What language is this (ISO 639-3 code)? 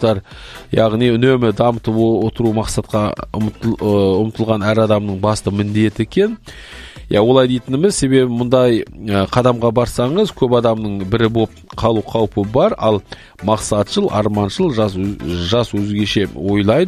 kaz